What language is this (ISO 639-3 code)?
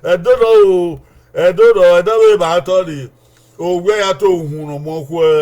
bin